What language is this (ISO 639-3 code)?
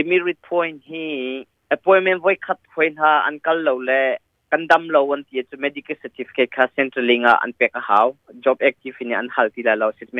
cnh